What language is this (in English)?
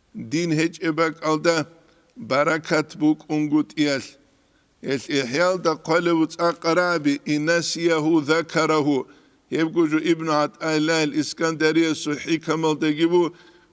Avaric